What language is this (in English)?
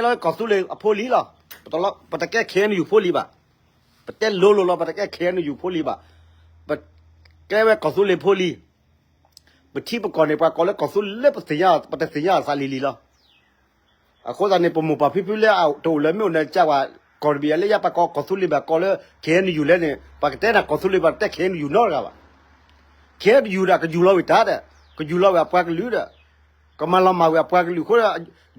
S'gaw Karen